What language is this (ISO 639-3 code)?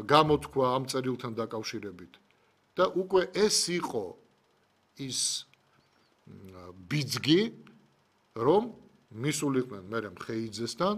kat